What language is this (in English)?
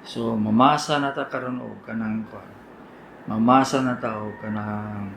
Cebuano